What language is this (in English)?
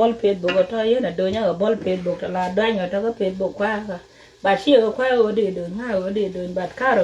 Nuer